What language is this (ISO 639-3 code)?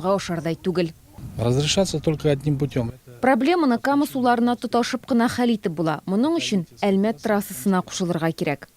tat